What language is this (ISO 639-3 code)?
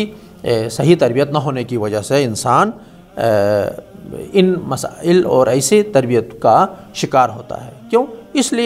urd